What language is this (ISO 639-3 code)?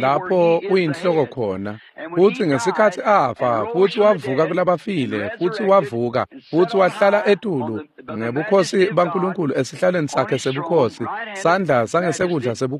ssw